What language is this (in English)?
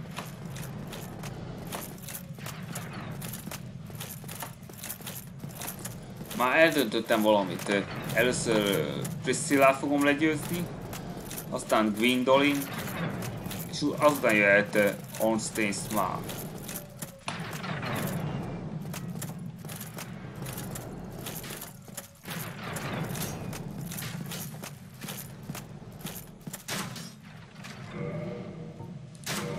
Hungarian